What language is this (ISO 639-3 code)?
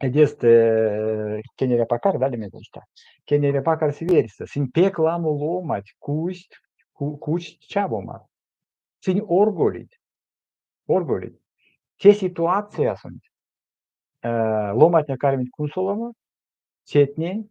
myv